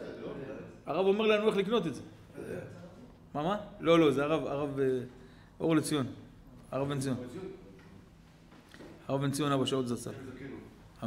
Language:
Hebrew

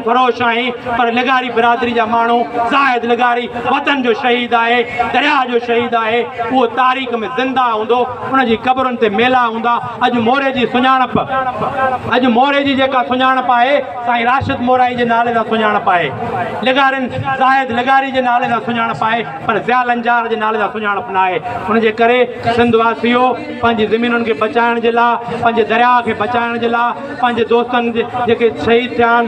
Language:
Sindhi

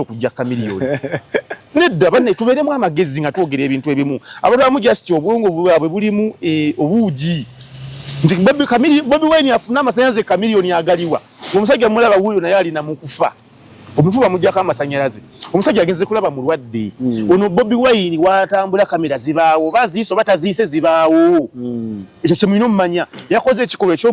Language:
Ganda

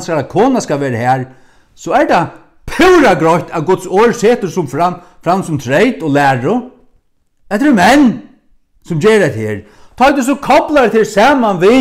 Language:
Faroese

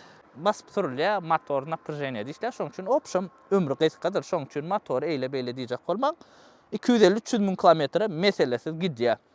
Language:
Turkmen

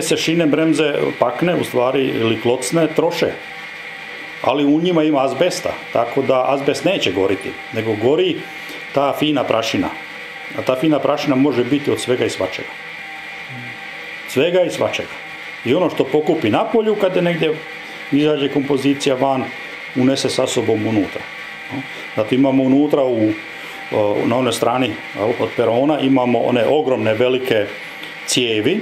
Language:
Croatian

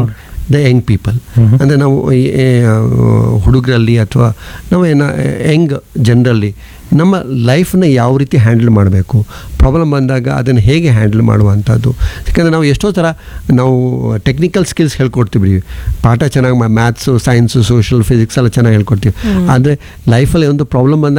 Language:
Kannada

